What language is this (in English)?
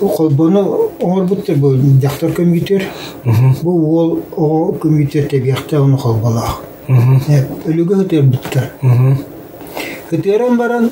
Yakut